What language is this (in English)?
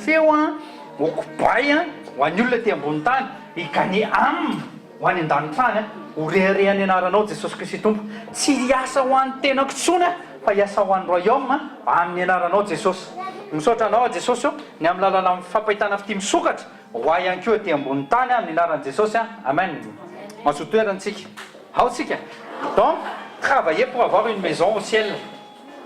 Malagasy